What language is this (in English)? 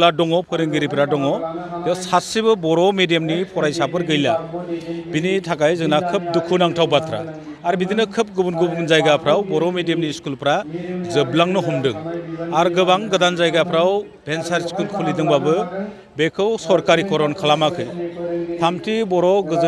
Bodo